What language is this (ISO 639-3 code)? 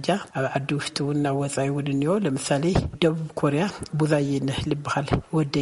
tir